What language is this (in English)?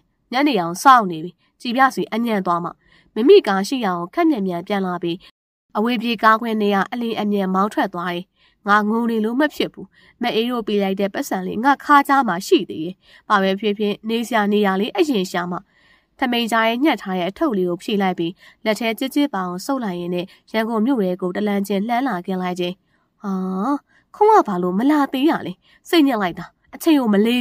Burmese